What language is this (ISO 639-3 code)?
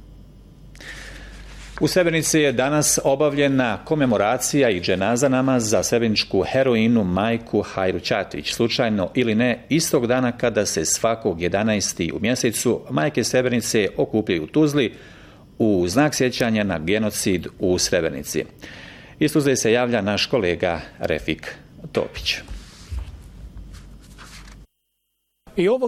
bos